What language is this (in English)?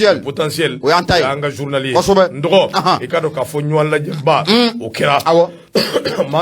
Bambara